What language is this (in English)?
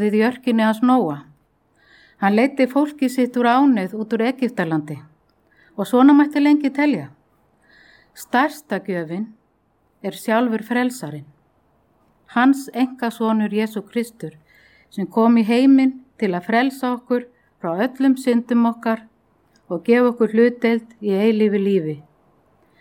Icelandic